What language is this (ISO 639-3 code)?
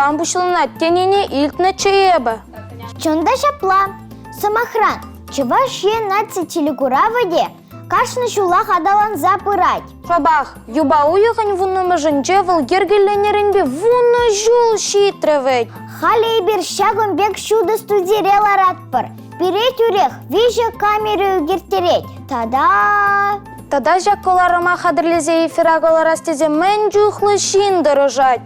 chv